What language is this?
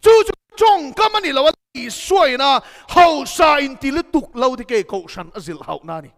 Mizo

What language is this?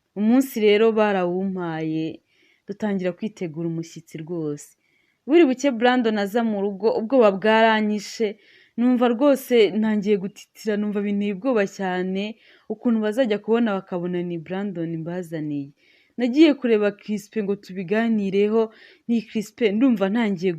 Kinyarwanda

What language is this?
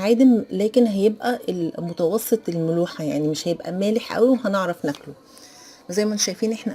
Egyptian Arabic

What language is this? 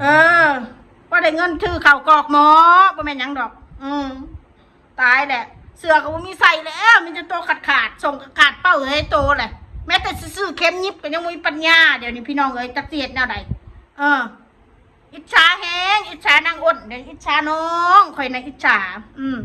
Northeastern Thai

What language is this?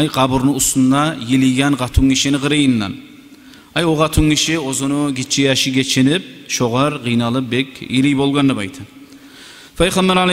Kumyk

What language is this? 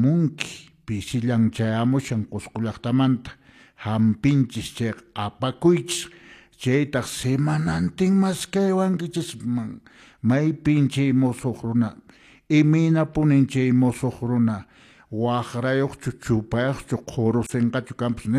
Quechua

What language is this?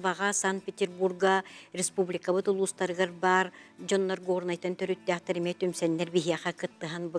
Yakut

